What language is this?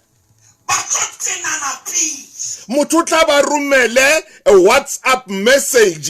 Southern Sotho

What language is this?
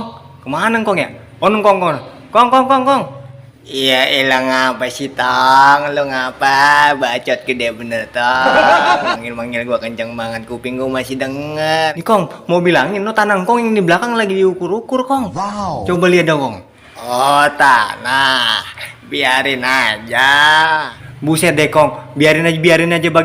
Betawi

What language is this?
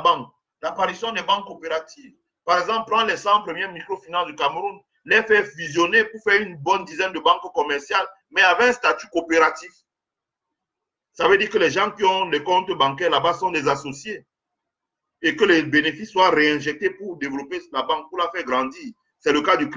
French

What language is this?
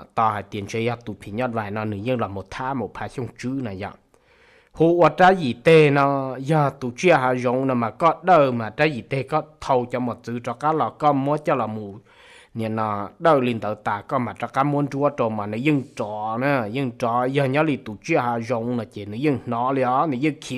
Hmong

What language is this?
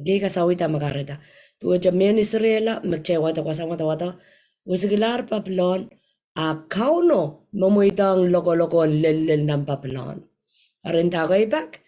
Pohnpeian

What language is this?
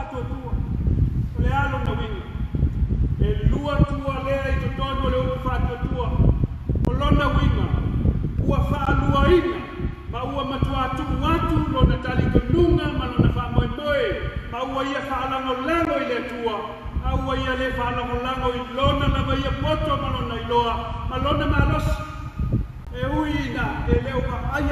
Samoan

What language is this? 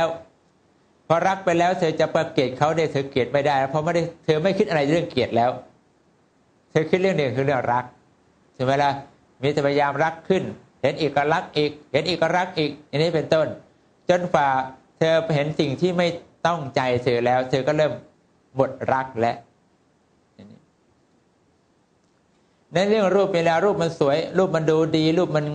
Thai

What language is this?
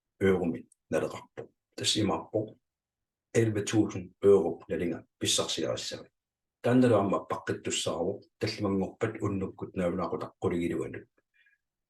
Kalaallisut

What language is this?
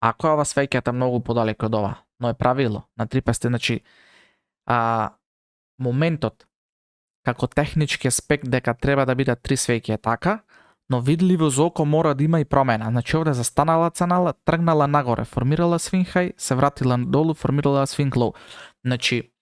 Macedonian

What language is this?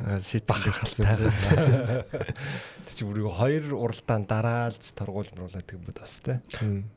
Mongolian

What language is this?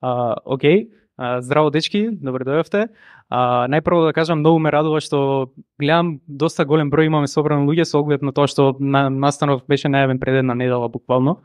Macedonian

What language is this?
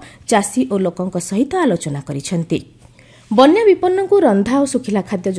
Odia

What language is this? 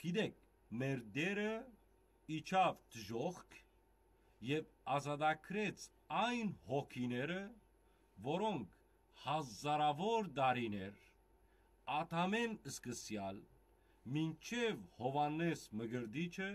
Western Armenian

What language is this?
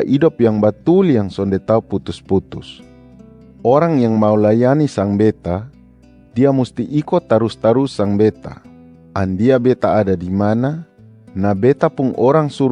Kupang Malay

